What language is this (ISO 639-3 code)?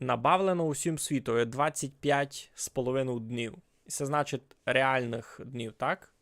rue